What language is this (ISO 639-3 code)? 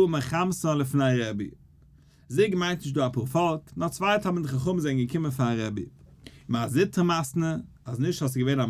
yid